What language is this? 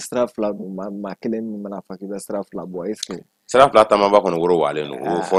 Bambara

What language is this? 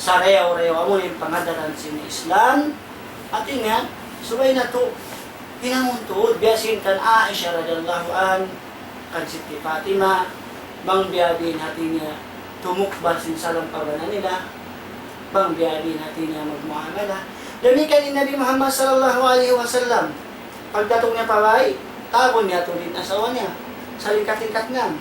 Tausug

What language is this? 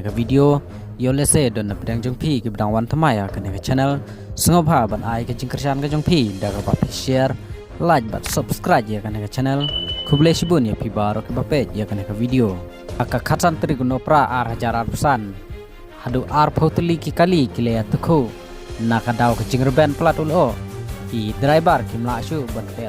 Khasi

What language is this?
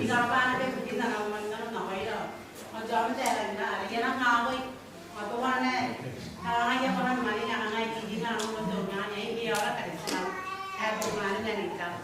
Gilbertese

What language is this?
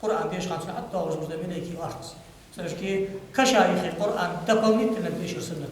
Ingush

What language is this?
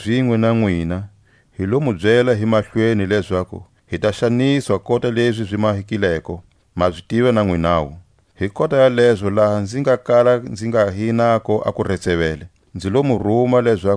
Tswa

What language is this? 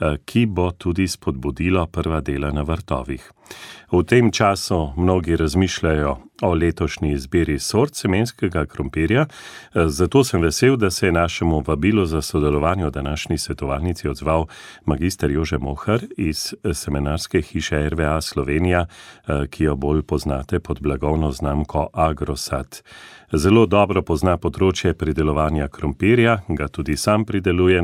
Slovenian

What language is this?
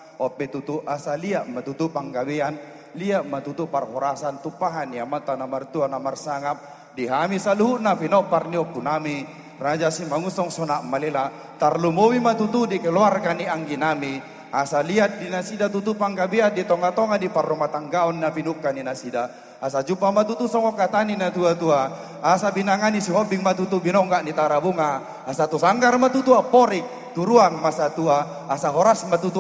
Batak Toba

